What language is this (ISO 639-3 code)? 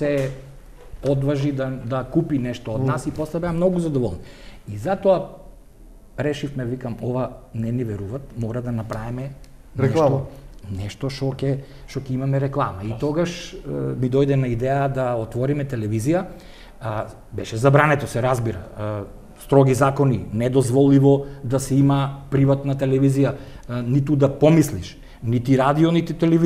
mkd